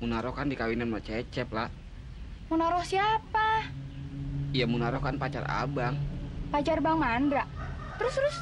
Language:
Betawi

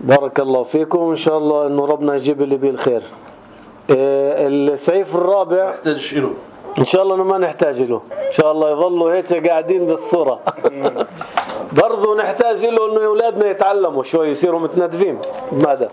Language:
North Levantine Arabic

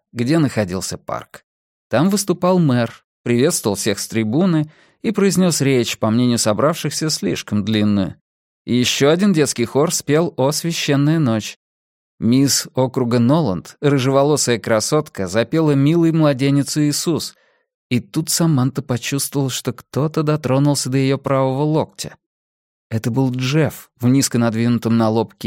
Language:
Russian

